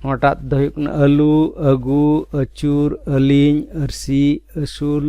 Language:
Santali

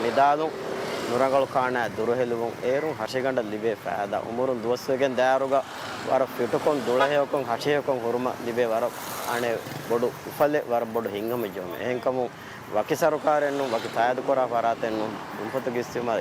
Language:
Divehi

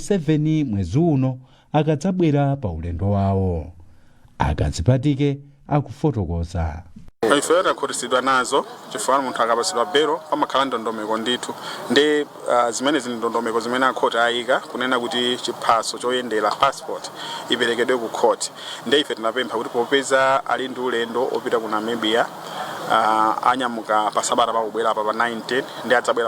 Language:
Nyanja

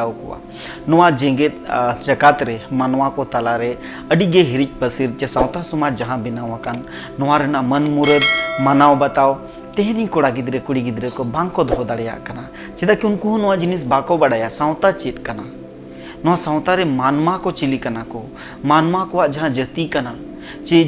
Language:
Santali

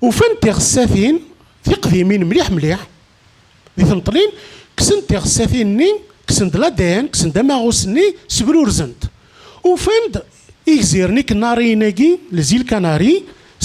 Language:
Kabyle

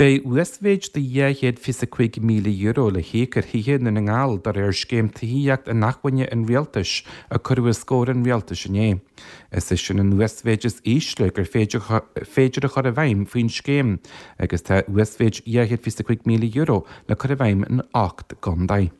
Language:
Irish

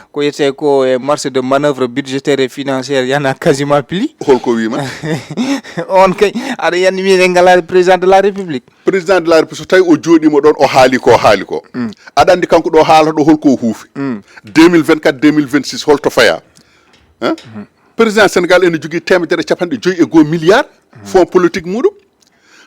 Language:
Fula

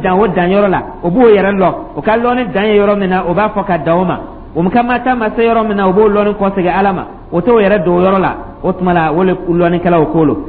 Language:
Dyula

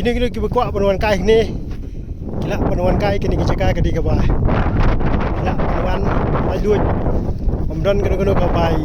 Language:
Khasi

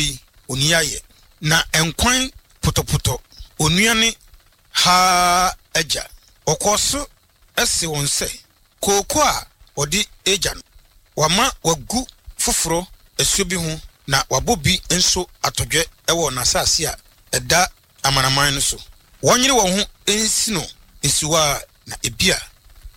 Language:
Akan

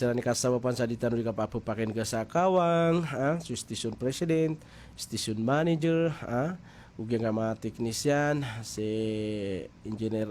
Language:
Maranao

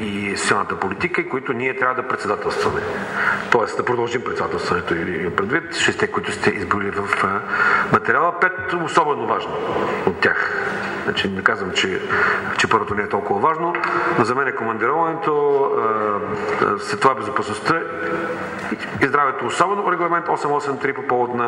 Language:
Bulgarian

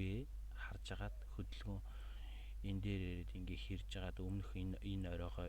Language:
Mongolian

